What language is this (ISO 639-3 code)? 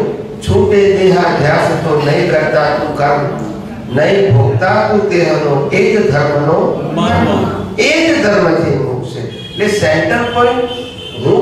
guj